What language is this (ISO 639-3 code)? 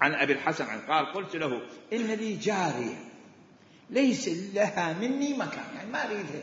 acm